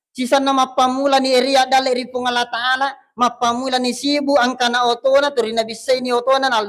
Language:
Buginese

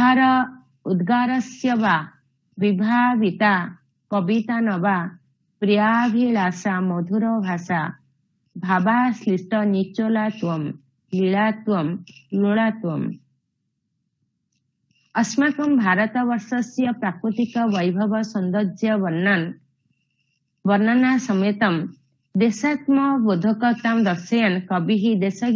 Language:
Sanskrit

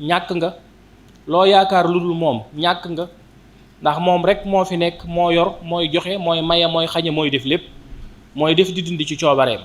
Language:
Wolof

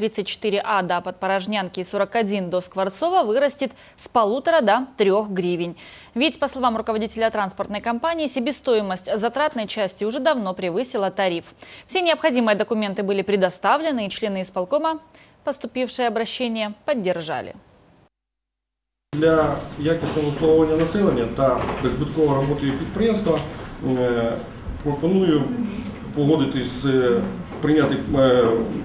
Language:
Russian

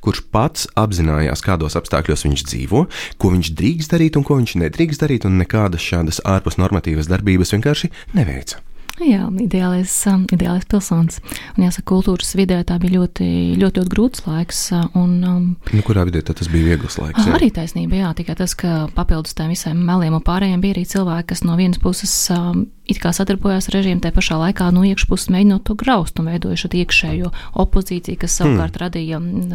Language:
Latvian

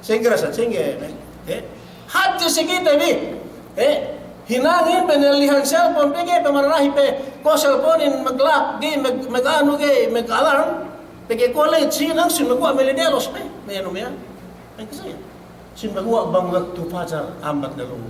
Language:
Yakan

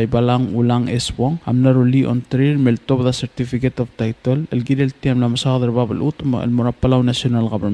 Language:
Palauan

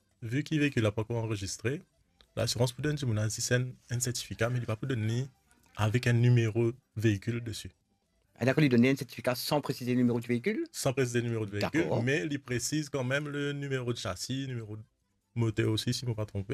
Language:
Morisyen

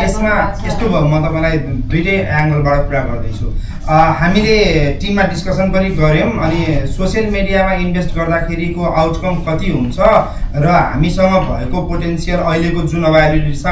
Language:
Nepali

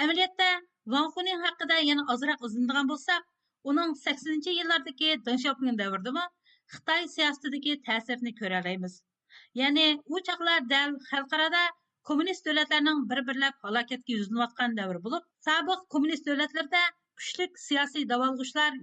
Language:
Uyghur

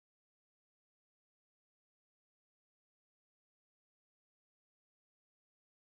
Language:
English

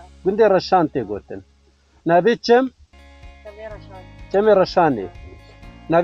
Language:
Kurdish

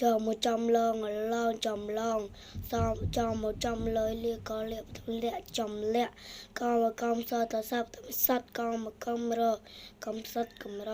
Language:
Khmer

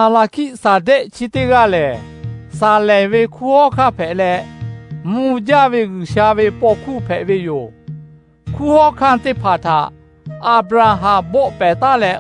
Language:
Lahu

